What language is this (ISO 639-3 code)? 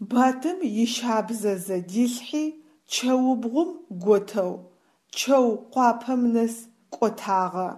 ady